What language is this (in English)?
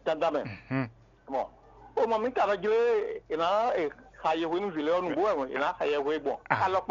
Fon